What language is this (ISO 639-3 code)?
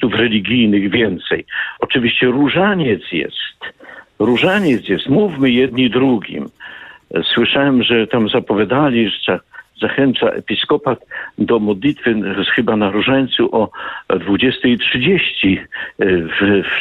pol